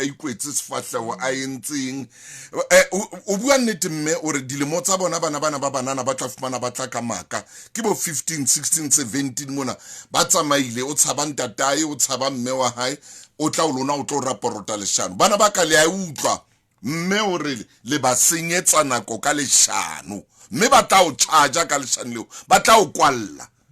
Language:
Southern Sotho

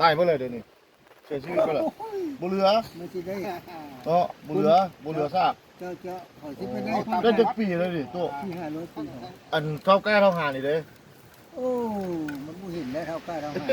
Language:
Lao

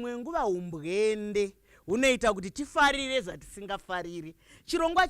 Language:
Shona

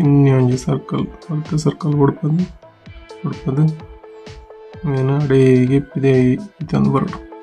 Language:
Tulu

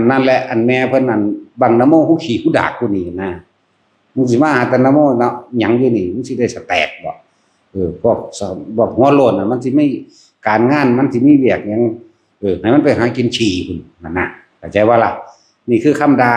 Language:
Northeastern Thai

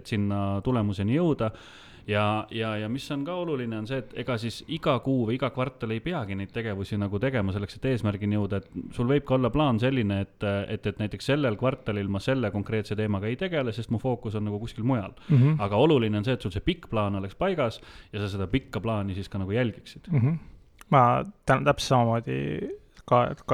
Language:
Estonian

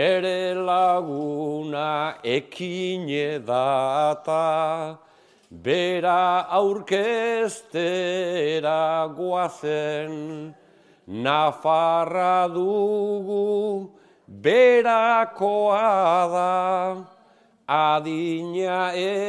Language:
Basque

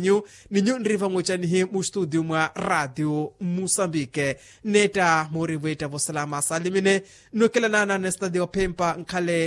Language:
Makhuwa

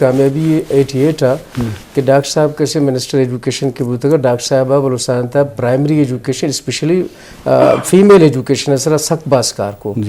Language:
Eastern Balochi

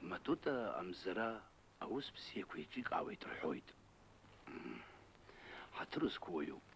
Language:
Abkhazian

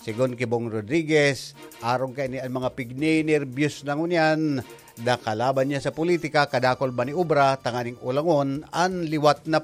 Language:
Bikol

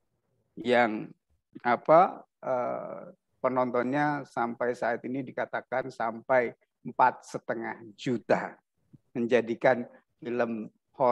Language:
Indonesian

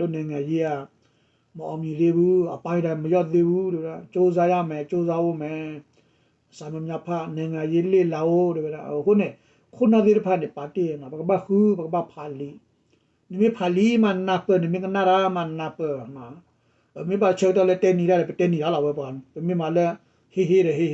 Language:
S'gaw Karen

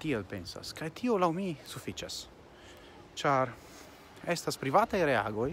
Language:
Esperanto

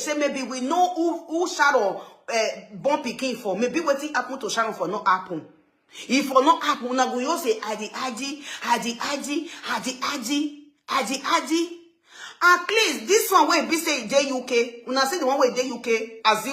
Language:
Nigerian Pidgin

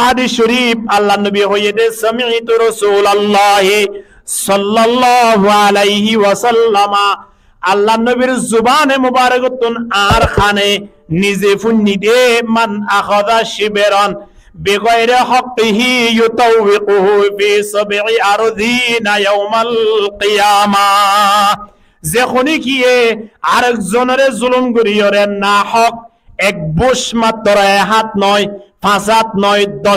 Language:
Rohingya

